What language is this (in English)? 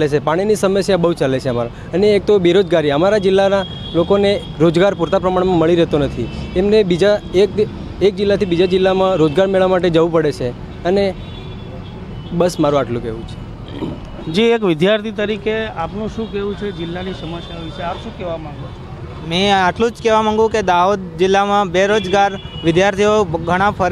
Gujarati